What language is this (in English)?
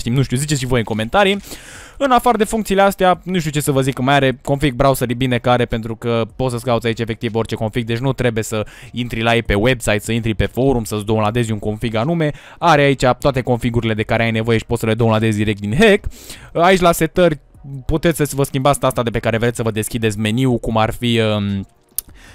Romanian